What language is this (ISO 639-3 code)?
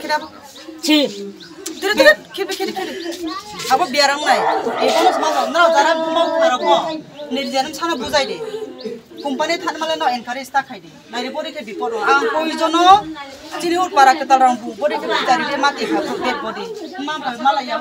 trp